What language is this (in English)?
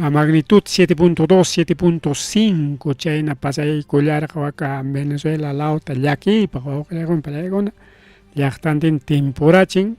Ayacucho Quechua